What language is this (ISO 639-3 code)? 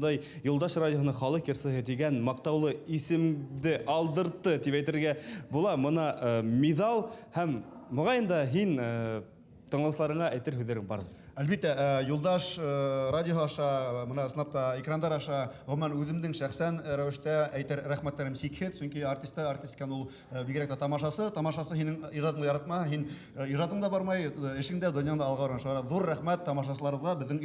bak